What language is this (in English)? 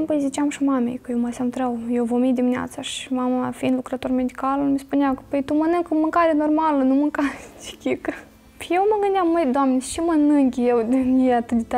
Romanian